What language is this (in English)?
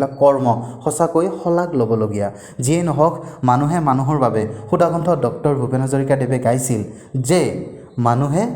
Assamese